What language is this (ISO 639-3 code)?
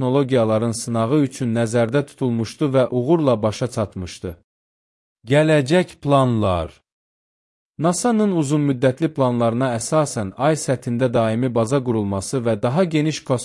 aze